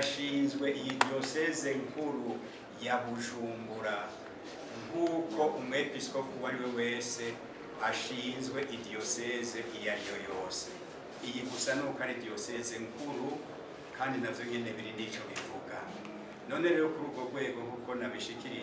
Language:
Rundi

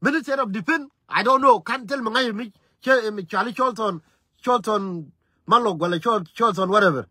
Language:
Nuer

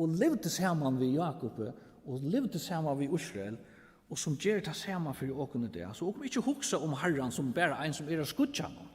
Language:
Faroese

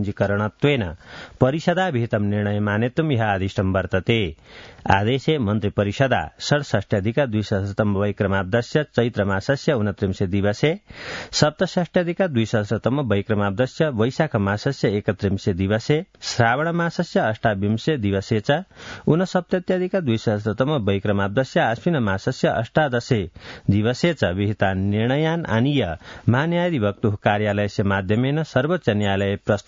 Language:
Sanskrit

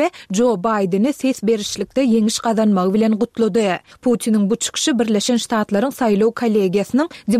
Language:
Turkmen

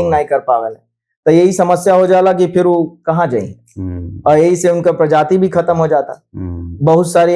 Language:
Bhojpuri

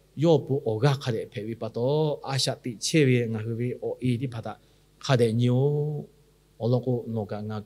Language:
Lahu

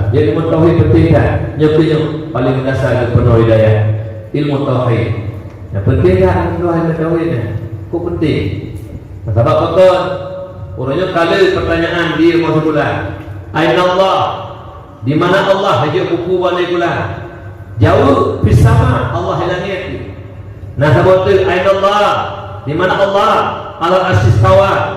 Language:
Achinese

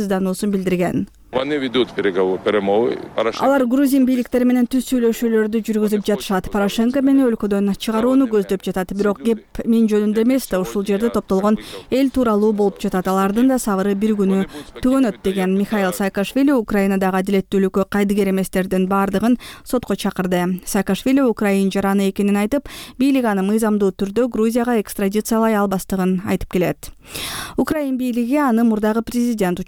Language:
Kyrgyz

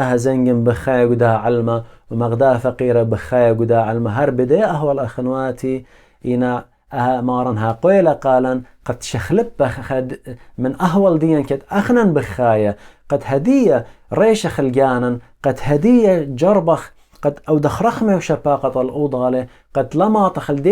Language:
Assyrian Neo-Aramaic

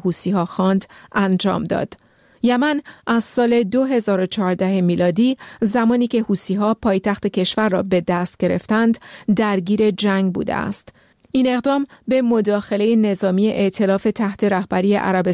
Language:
Persian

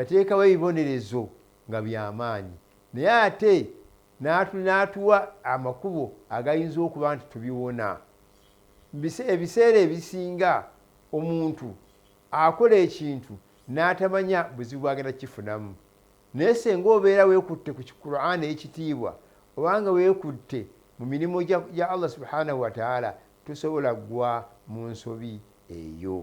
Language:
Ganda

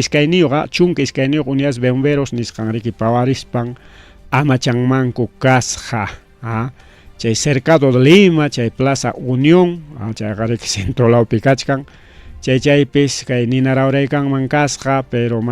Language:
Ayacucho Quechua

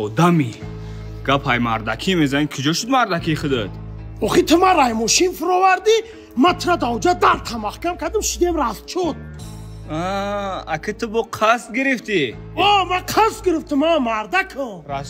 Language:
Tajik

